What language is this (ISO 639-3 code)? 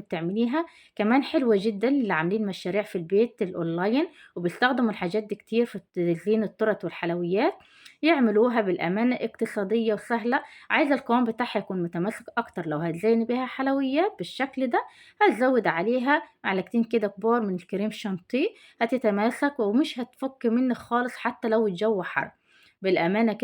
arz